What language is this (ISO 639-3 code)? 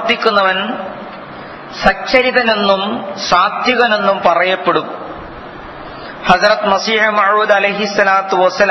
mal